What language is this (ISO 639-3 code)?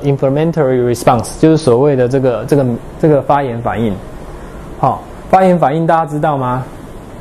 zho